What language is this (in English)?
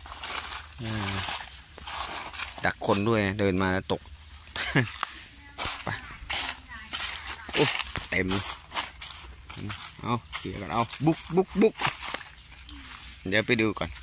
Thai